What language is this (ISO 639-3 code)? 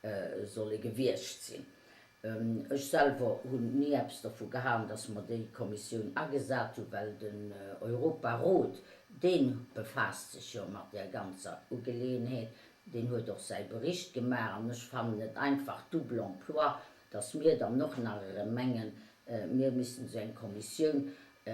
ltz